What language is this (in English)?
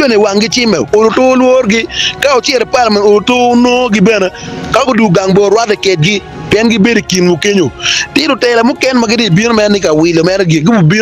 Acoli